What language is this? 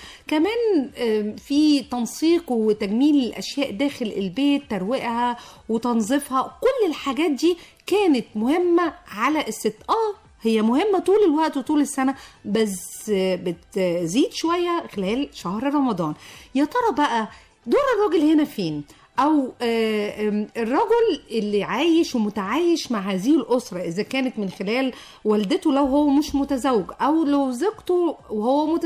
Egyptian Arabic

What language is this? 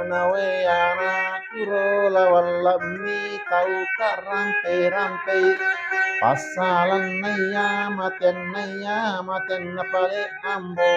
Buginese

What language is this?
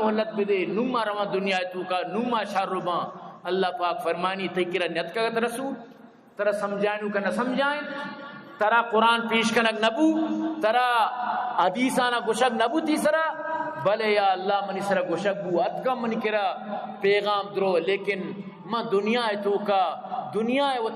Eastern Balochi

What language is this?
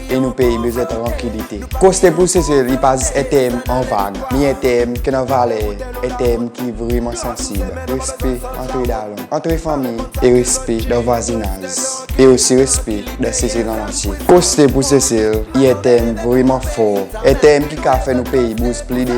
Seselwa Creole French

